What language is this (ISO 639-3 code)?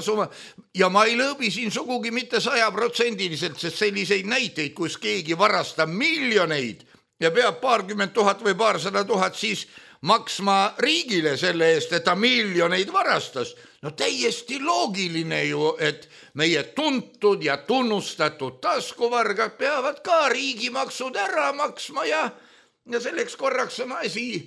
est